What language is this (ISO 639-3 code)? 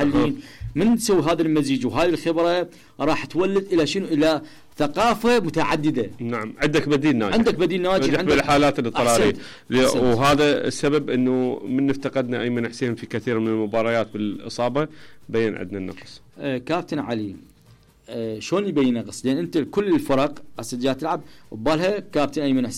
acm